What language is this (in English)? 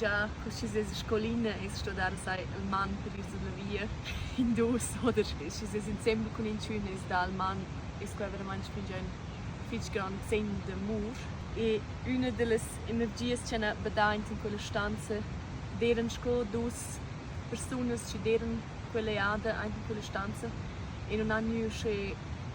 Romansh